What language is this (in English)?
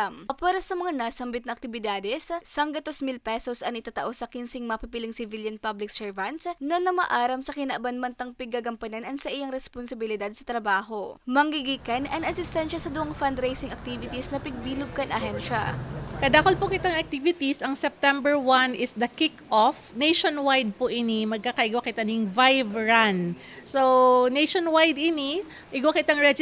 Bikol